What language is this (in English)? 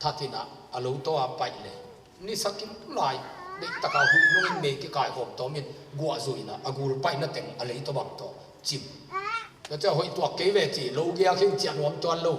Tedim Chin